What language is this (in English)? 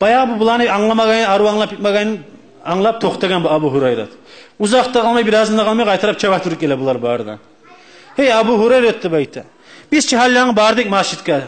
Kumyk